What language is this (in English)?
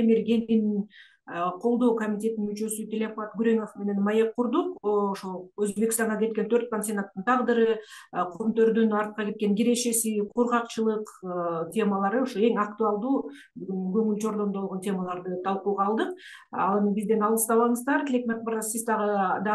Kyrgyz